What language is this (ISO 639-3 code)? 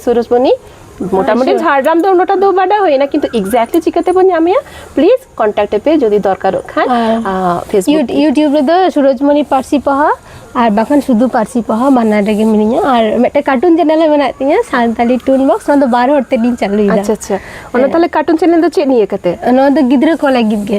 sat